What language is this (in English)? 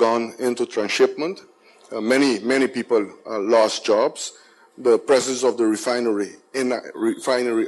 Papiamento